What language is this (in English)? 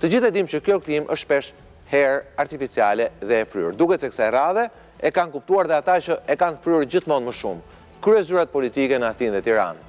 Albanian